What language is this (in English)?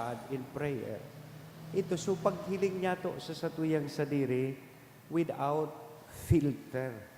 Bikol